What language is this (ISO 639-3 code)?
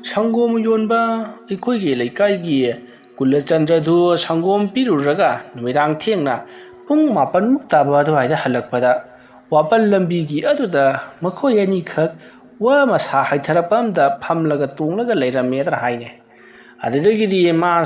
mni